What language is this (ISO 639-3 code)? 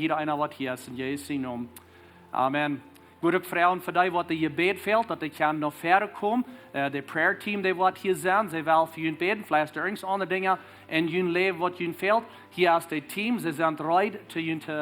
pdt